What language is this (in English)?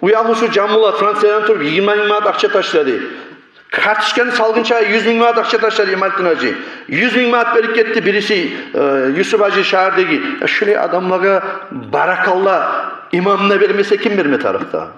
Kumyk